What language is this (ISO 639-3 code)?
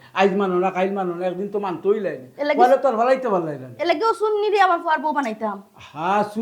syl